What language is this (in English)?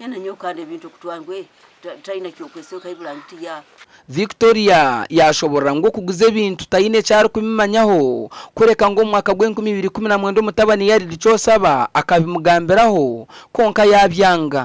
Nyankole